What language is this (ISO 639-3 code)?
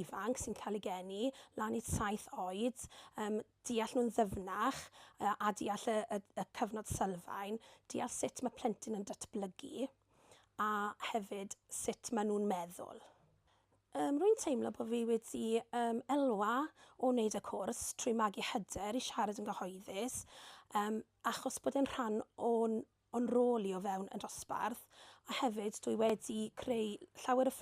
cym